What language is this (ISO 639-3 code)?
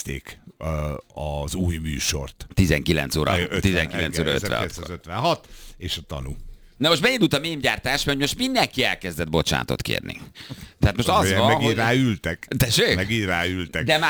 hun